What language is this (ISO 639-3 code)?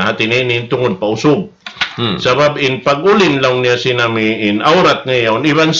tsg